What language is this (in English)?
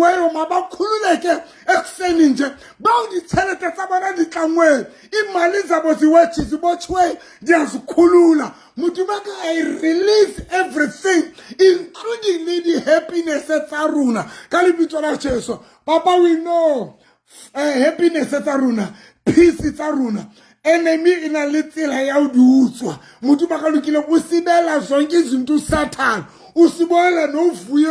Southern Sotho